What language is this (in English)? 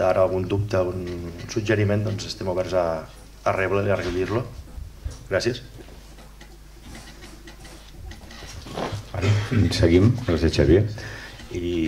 Catalan